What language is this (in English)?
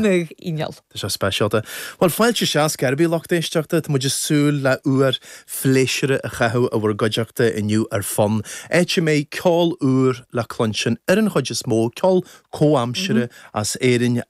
Irish